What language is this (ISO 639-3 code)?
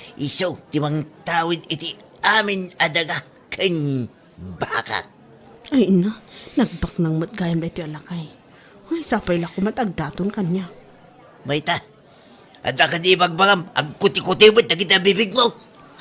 ilo